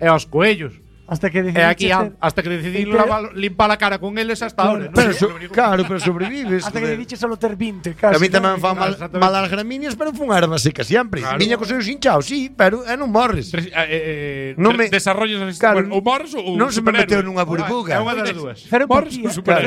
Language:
Galician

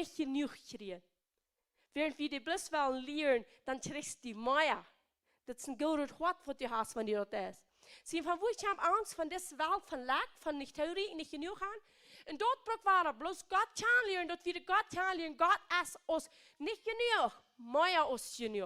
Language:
Plautdietsch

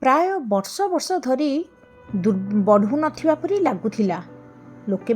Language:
Odia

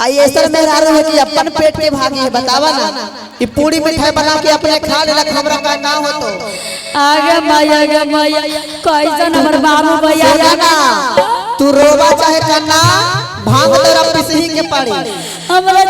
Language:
Magahi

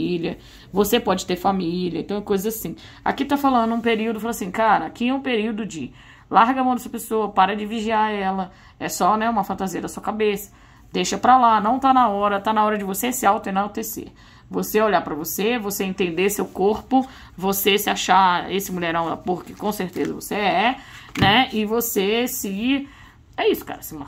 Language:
Portuguese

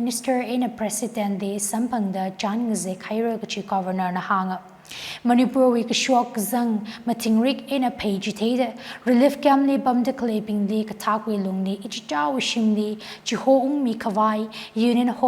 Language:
Tangkhul Naga (India)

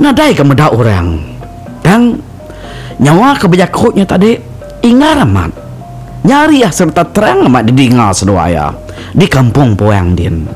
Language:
Iban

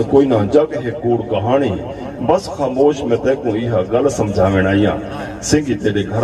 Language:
Saraiki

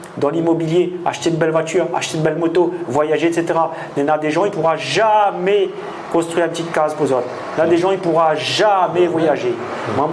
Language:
Réunion Creole French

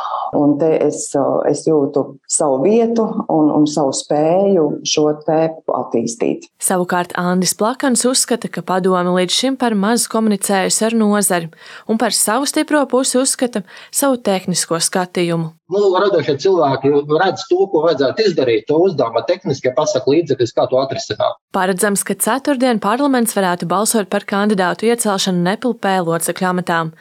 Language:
Latvian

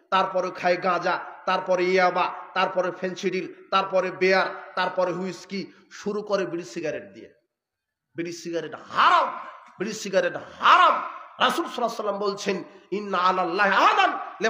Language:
Bangla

